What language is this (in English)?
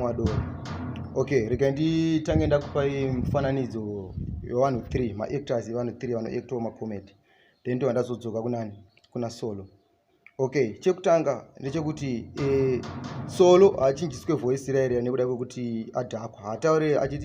Shona